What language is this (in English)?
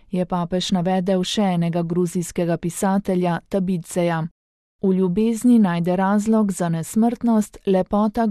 Slovenian